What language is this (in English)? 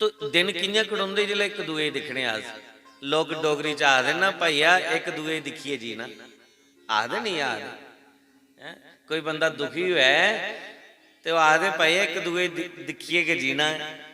Dogri